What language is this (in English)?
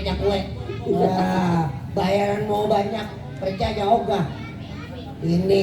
Betawi